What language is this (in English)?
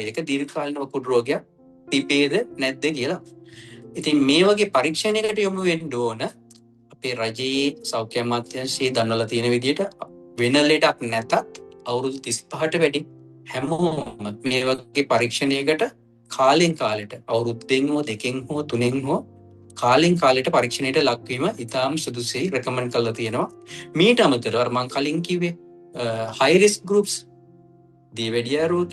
Sinhala